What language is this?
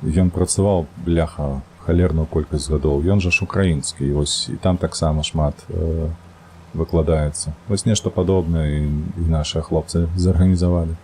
Belarusian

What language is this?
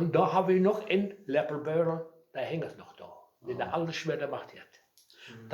Westphalien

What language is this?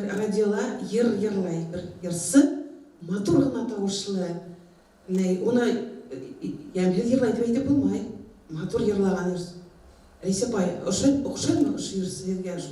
Bashkir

